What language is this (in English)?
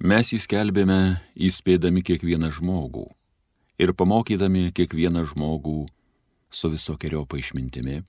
Lithuanian